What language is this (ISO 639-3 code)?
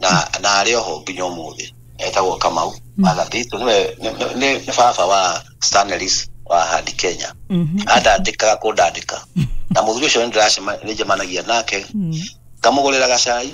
kik